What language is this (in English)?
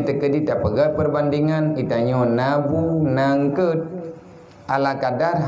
Achinese